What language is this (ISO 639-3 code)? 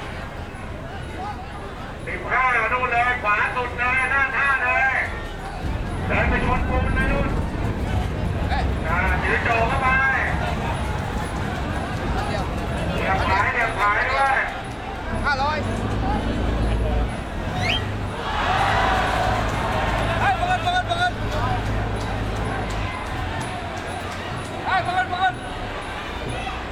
tha